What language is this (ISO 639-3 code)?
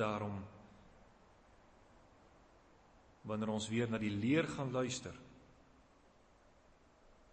afr